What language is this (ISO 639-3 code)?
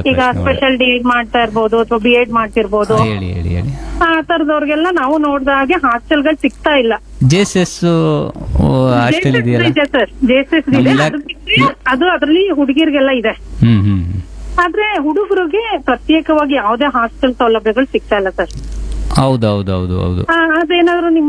kan